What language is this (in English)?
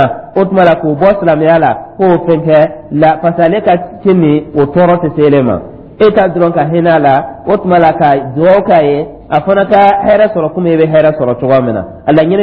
Dyula